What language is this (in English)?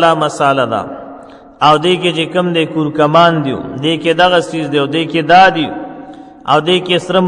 Pashto